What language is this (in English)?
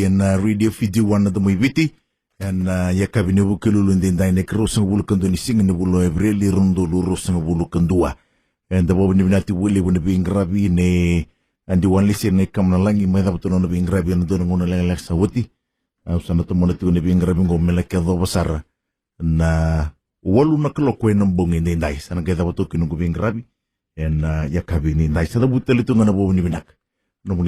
Fijian